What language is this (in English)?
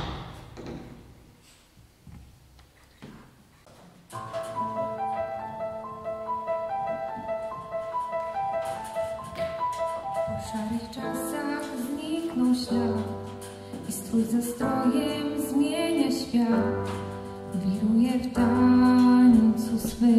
Polish